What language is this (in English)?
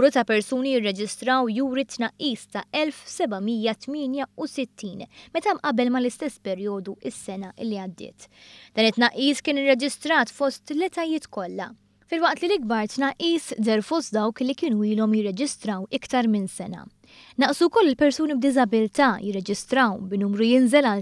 Maltese